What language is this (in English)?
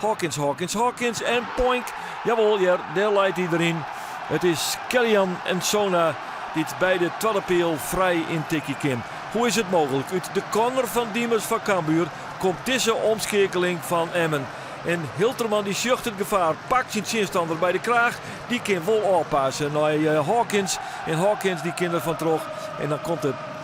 Western Frisian